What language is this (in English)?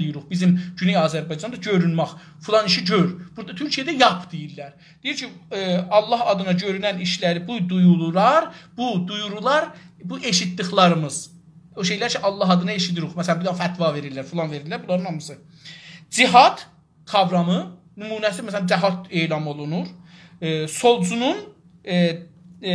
South Azerbaijani